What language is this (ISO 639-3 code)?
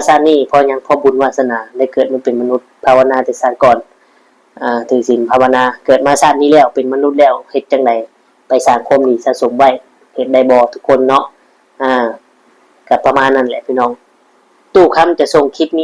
lao